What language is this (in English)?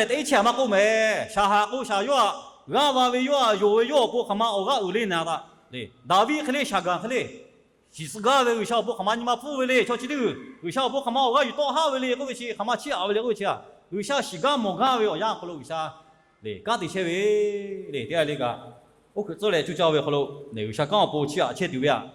Lahu